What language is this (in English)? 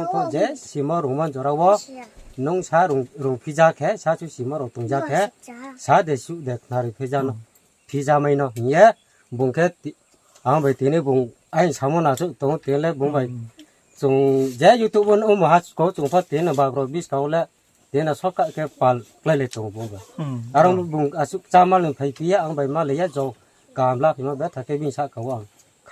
Riang (India)